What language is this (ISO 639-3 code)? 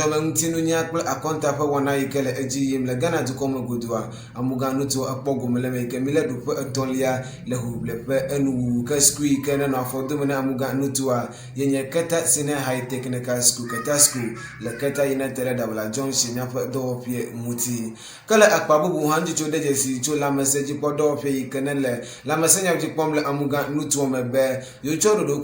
ewe